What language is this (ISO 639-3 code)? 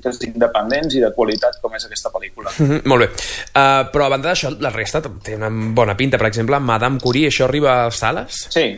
cat